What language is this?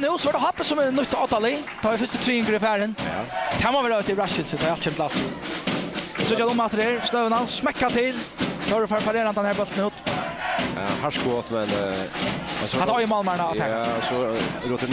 Faroese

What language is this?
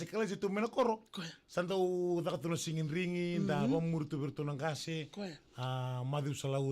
Fijian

